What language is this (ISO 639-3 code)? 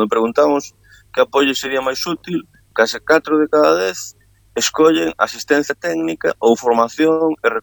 glg